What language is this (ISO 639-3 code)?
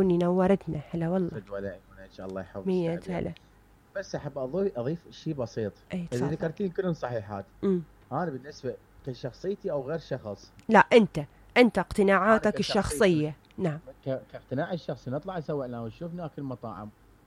acm